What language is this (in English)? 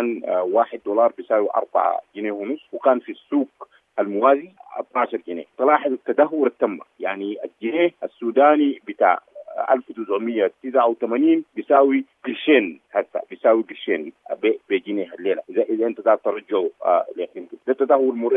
Sudanese Arabic